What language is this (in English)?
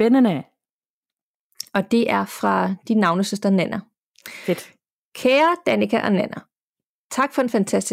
Danish